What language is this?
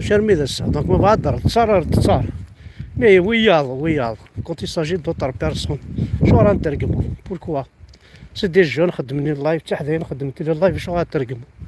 Kabyle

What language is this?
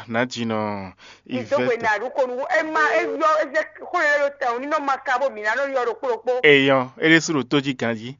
Fon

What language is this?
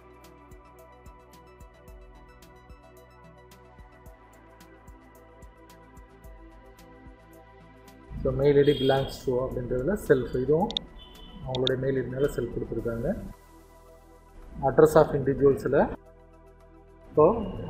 Tamil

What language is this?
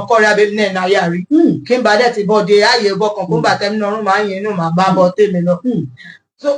Yoruba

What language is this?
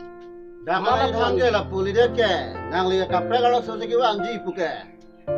Karbi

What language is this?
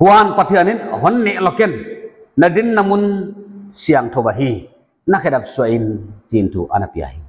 Paite Chin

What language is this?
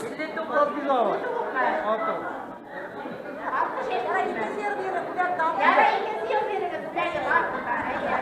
Bashkir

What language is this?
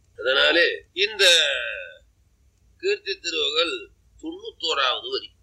Tamil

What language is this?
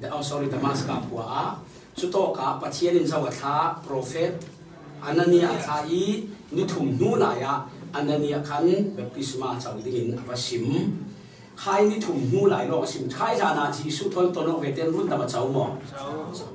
Falam Chin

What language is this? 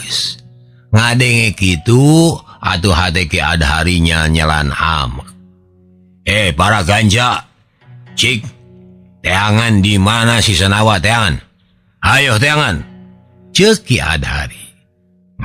Sundanese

